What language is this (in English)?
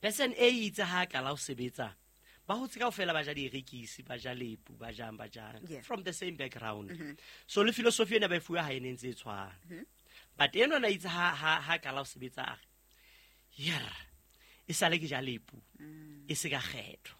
Southern Sotho